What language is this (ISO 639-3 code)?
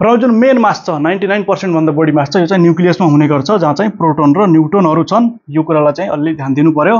nep